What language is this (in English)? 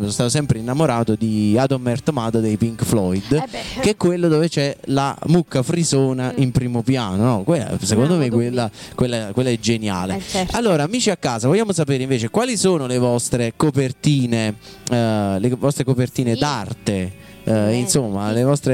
Italian